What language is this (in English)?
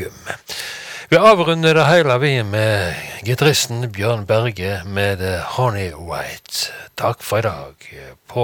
Norwegian